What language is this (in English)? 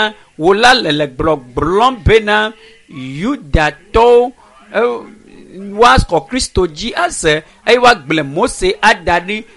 Ewe